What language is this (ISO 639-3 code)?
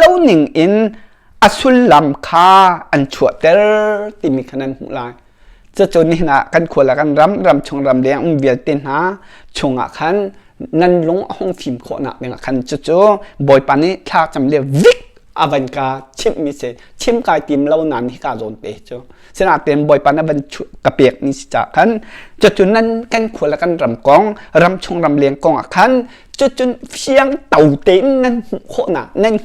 cnh